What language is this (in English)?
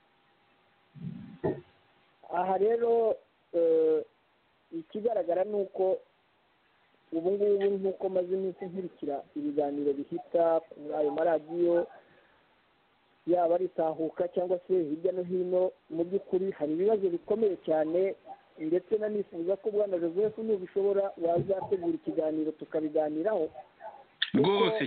Kinyarwanda